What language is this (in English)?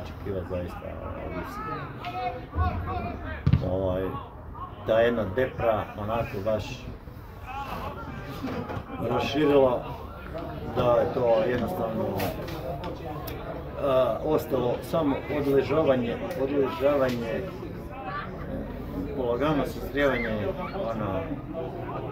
Croatian